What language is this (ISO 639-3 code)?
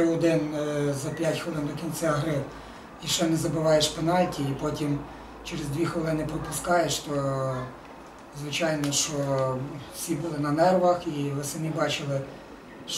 ukr